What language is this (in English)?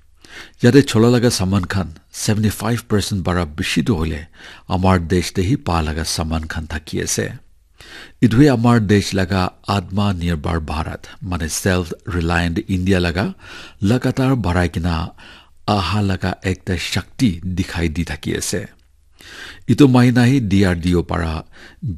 Naga Pidgin